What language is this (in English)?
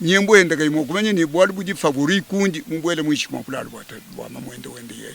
Luba-Lulua